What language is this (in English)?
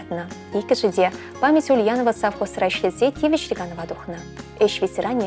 Chuvash